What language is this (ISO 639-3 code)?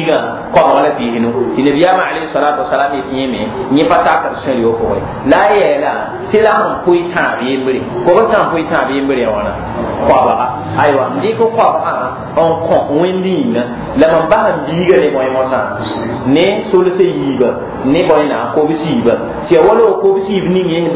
mos